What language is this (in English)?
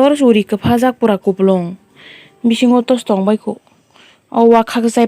Kok Borok